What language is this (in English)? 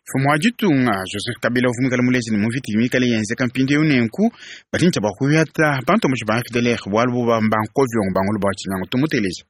Luba-Lulua